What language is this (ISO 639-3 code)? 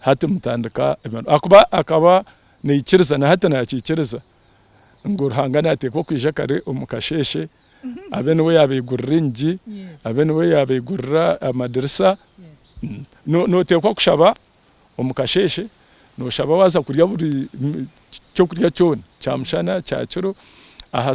nyn